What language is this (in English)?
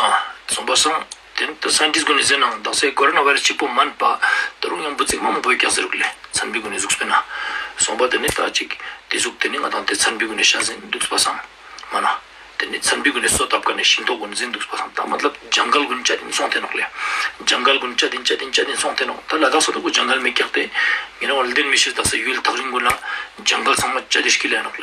Ladakhi